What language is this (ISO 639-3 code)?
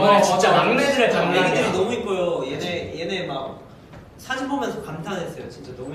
kor